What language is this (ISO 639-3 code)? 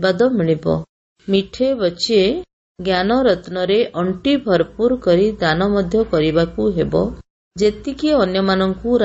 ori